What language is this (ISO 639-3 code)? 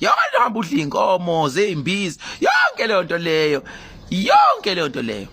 zul